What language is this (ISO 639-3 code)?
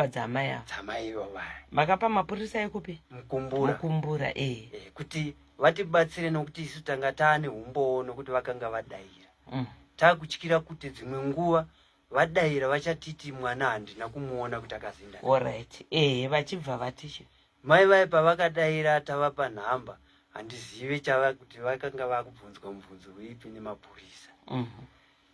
sna